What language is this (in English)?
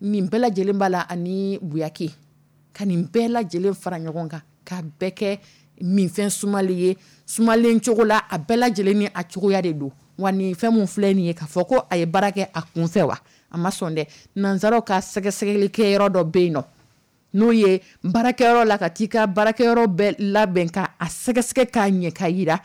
Dyula